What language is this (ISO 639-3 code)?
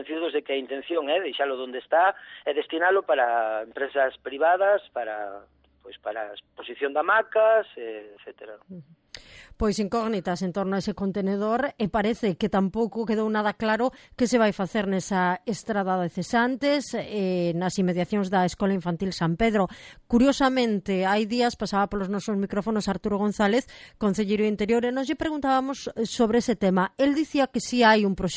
glg